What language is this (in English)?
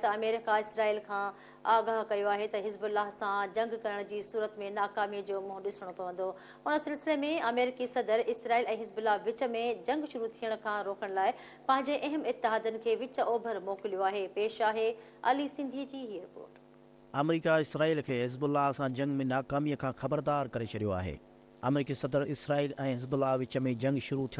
Sindhi